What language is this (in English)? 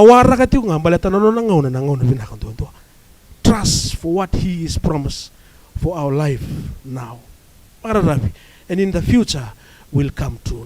Fijian